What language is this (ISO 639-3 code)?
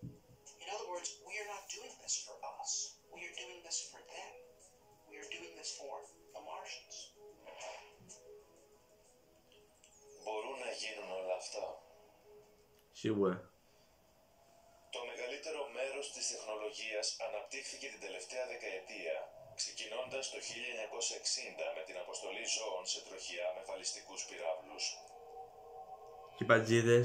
ell